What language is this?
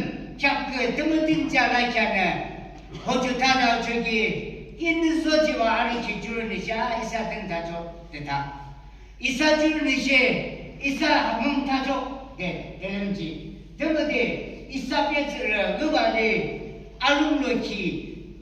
Yimchungru Naga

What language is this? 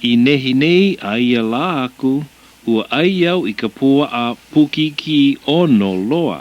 Hawaiian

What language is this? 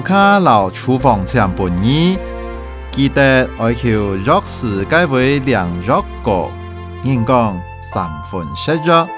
Hakka Chinese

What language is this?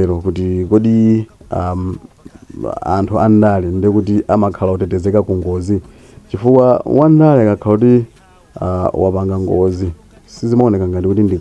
Nyanja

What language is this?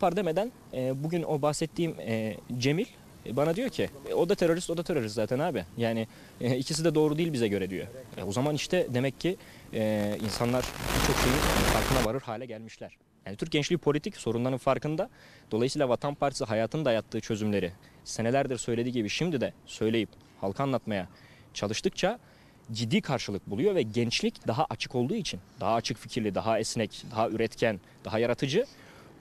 Turkish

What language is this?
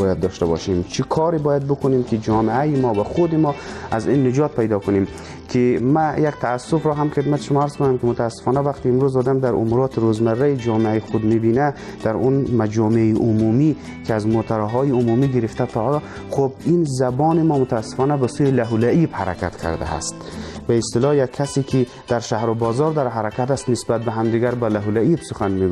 Persian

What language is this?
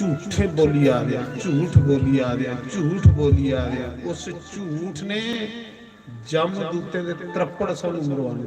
Dogri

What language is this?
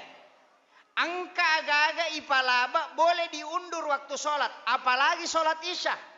Buginese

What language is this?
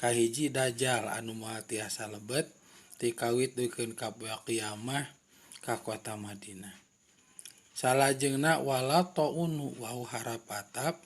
Sundanese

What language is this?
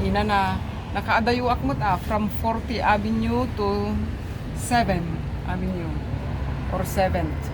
Iloko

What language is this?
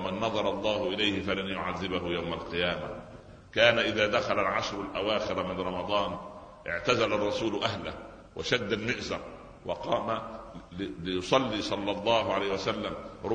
Arabic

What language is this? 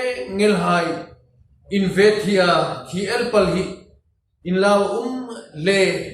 Hmar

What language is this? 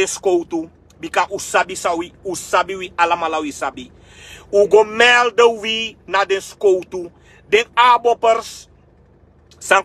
Sranan Tongo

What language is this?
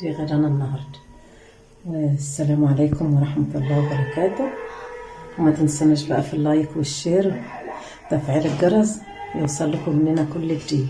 Egyptian Arabic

